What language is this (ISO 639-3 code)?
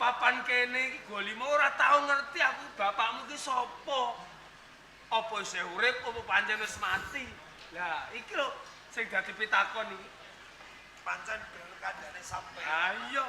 jav